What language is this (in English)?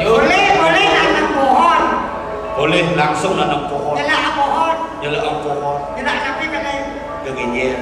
Balinese